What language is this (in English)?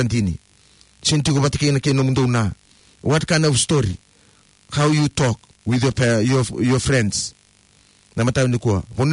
Fijian